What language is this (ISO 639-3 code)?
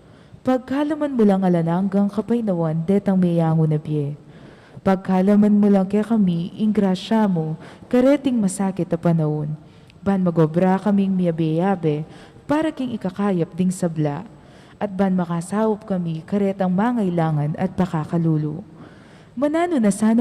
pam